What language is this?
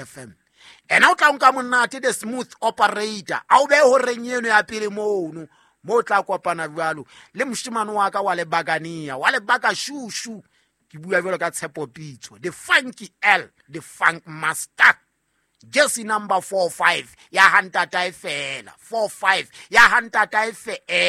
Southern Sotho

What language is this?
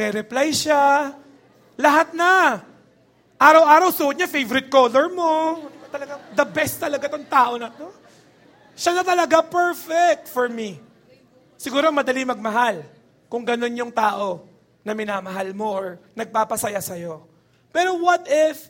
Filipino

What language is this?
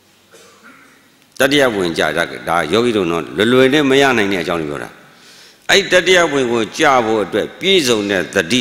Burmese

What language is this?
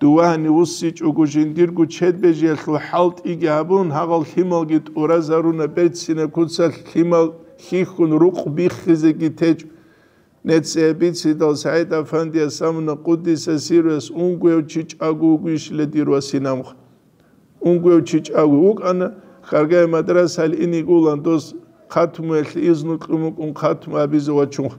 Avaric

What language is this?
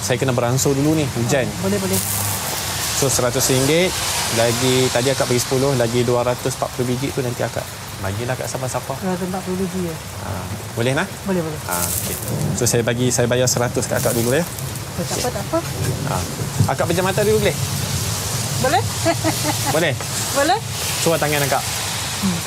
Malay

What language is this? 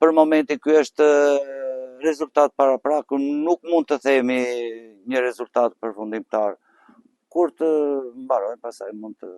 Albanian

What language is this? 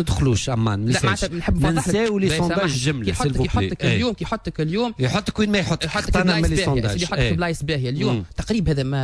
Tunisian Arabic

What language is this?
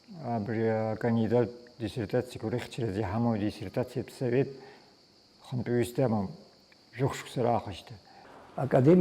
Abkhazian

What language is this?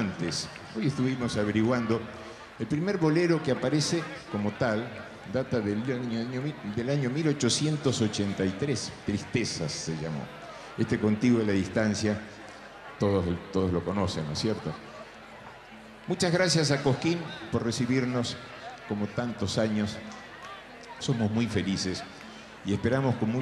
Spanish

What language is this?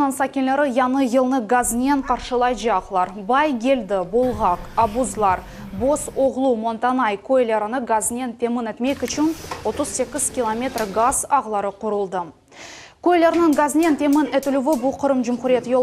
Crimean Tatar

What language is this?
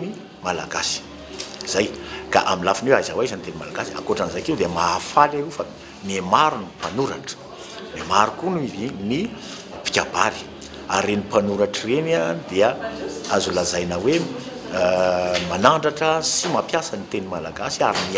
Malagasy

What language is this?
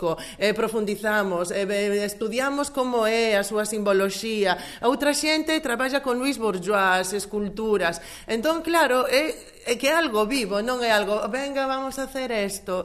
Galician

